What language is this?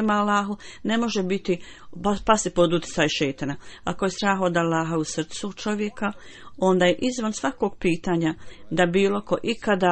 Bosnian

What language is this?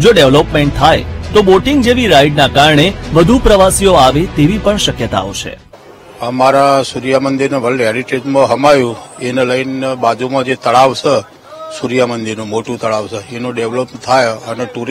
Gujarati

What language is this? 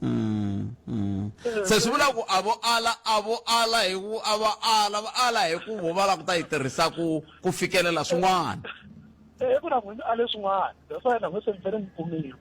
Tsonga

